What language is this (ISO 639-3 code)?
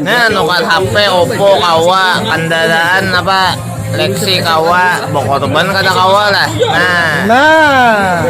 bjn